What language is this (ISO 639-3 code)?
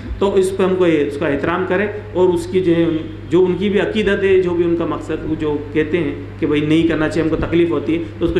urd